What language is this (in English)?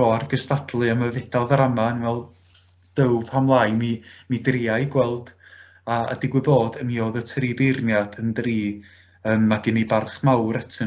Welsh